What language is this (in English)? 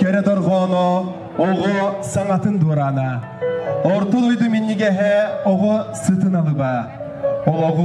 Yakut